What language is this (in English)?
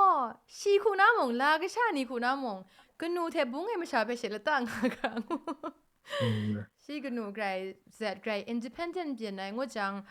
Kachin